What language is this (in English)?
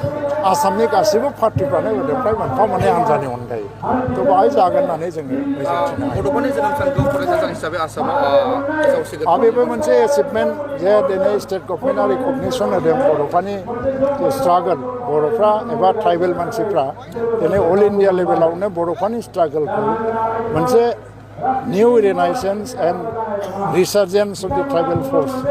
Bodo